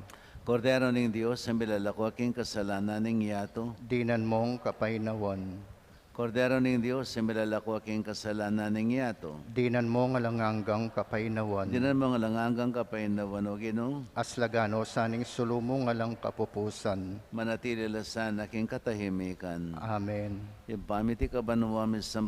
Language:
Pampanga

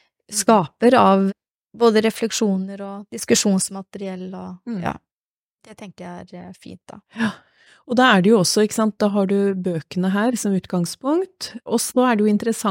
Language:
Norwegian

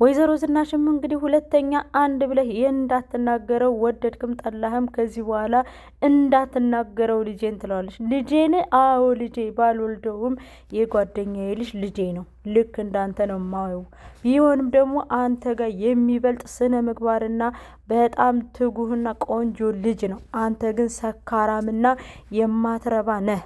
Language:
Amharic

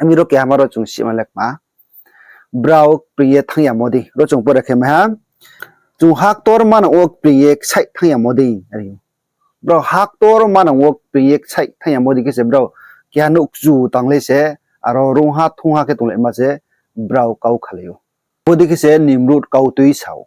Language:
Riang (India)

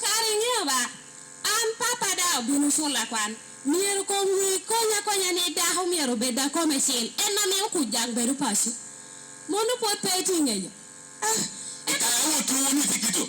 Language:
Lango (Uganda)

